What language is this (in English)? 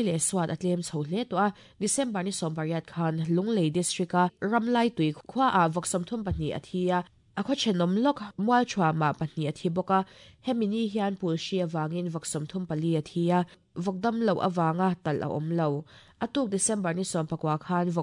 Mizo